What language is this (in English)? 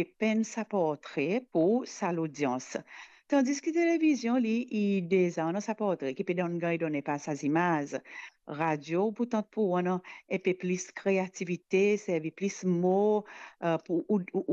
Morisyen